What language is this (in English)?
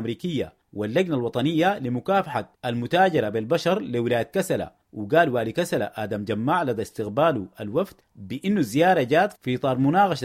Sudanese Arabic